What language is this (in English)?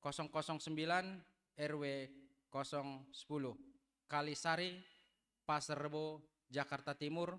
Batak Simalungun